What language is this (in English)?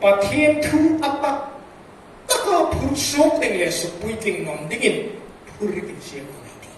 Hmar